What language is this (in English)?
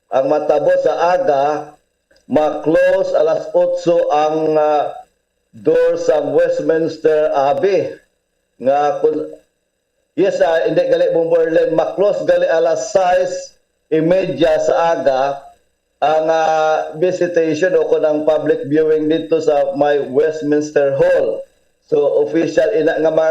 Hiligaynon